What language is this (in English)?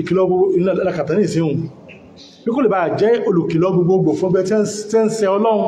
Yoruba